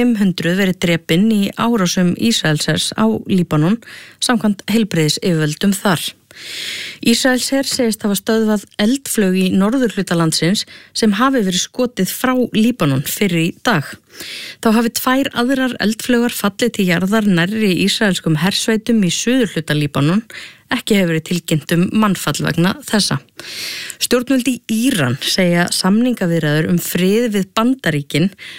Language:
Icelandic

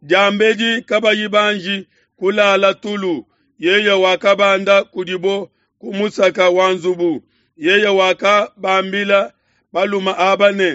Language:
Luba-Lulua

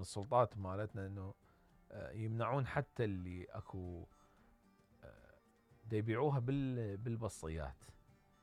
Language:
Mesopotamian Arabic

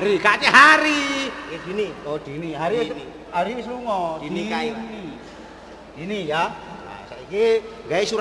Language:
Javanese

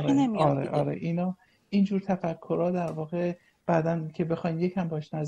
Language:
Persian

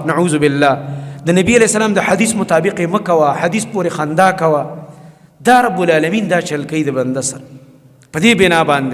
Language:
Pashto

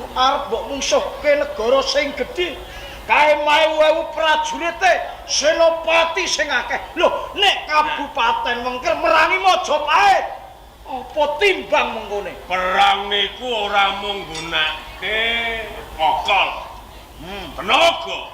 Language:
Javanese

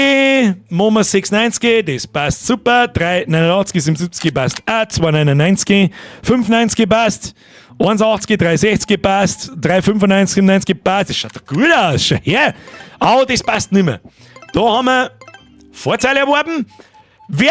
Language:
Bavarian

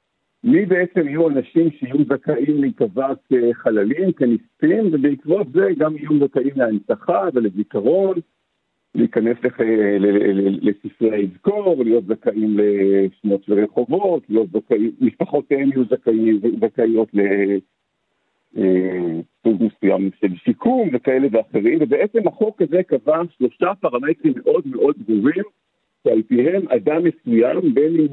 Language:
Hebrew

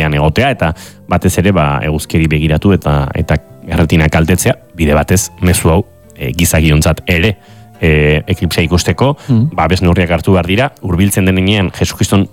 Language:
Basque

